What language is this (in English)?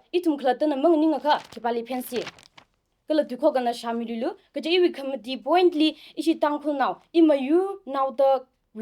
Tangkhul Naga (India)